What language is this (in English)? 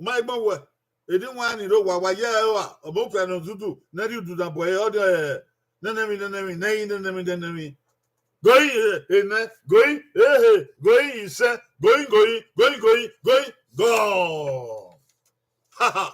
Bini